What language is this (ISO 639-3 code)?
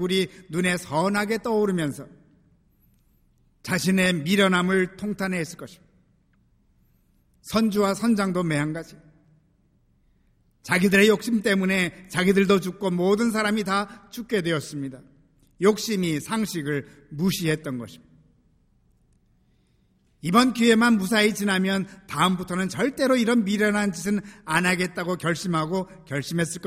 kor